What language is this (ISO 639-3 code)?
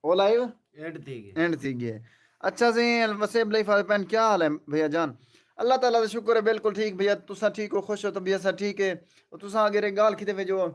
skr